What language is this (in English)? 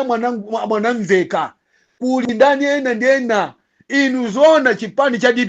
Nyanja